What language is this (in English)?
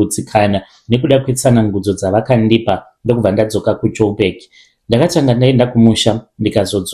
Shona